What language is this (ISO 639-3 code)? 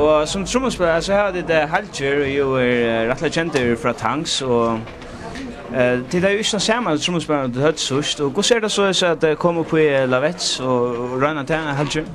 fao